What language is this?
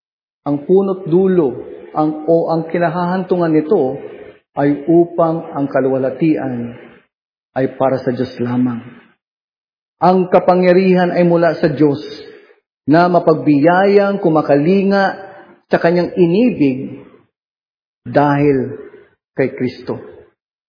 Filipino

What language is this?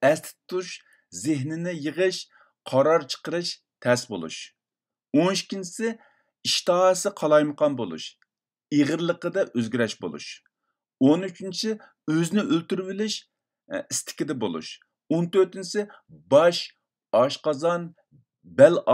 Uyghur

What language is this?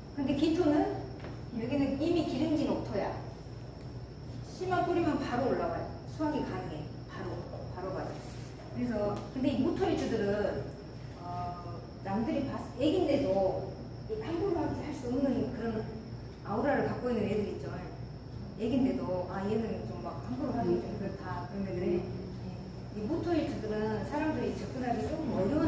Korean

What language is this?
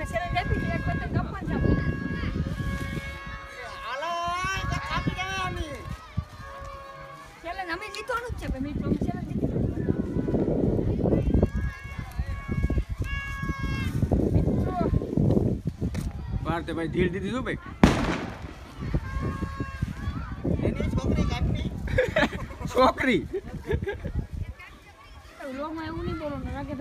Gujarati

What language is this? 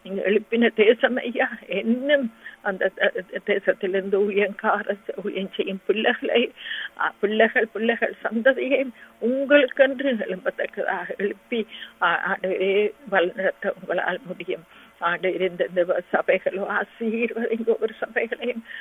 Tamil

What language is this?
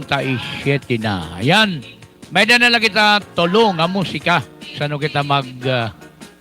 Waray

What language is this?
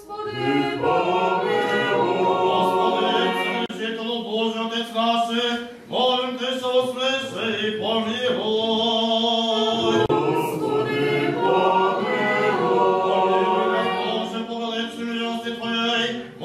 Rusyn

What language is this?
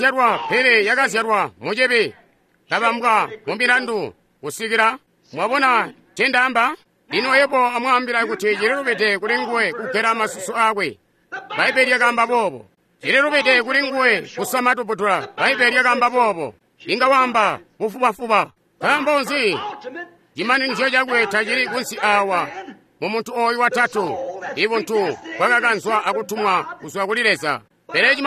Tonga (Zambia)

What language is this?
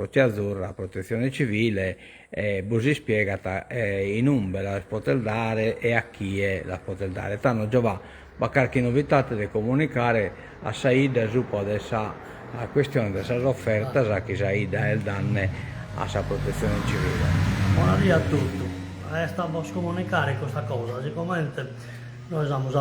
Sardinian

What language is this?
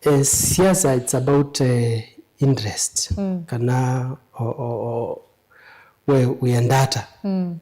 Kamba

